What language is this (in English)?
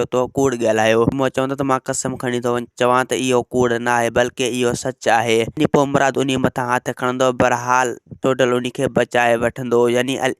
Sindhi